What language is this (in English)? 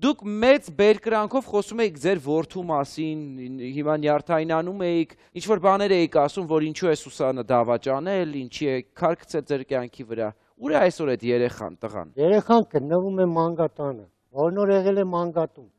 Armenian